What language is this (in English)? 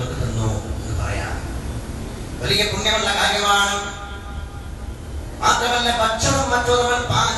Malayalam